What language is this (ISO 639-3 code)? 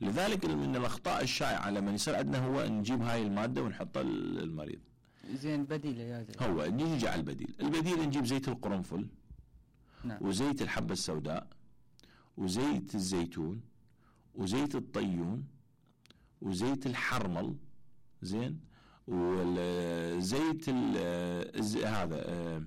acm